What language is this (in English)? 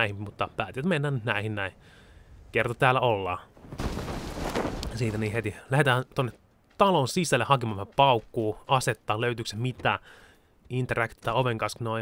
Finnish